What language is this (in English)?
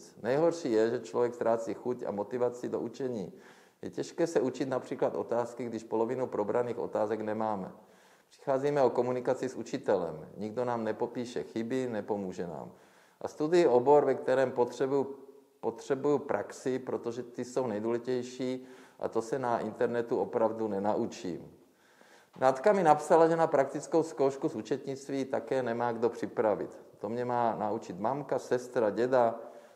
Czech